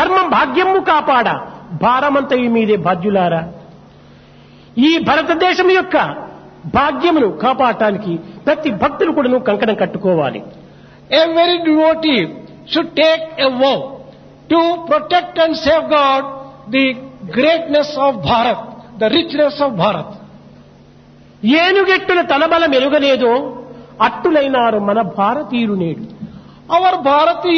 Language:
Telugu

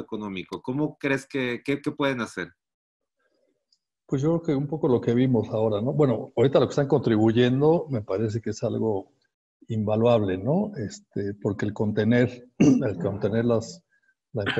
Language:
Spanish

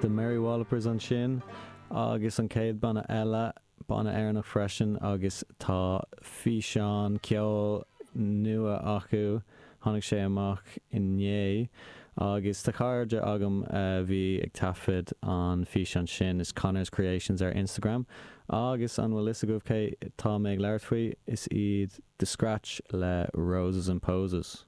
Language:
Irish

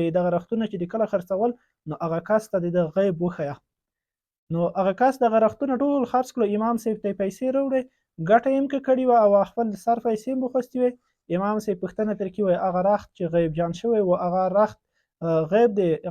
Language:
Pashto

